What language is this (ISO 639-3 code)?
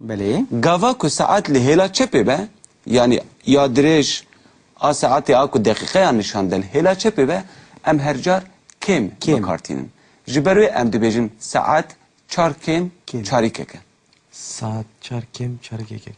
kur